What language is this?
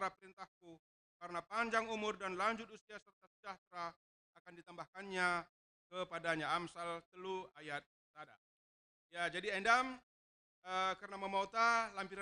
Batak Karo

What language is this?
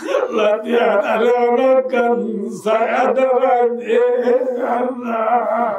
Rohingya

